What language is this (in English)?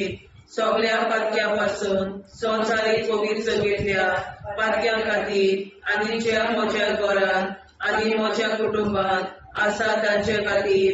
Konkani